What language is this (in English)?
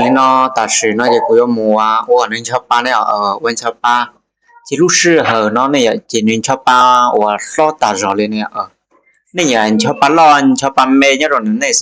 Hmong